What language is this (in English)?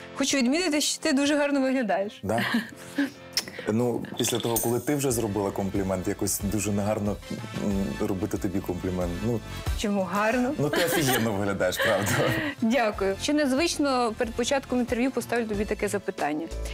Ukrainian